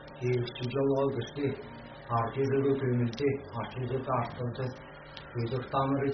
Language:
Kazakh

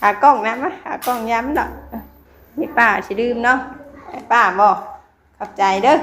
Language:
Northeastern Thai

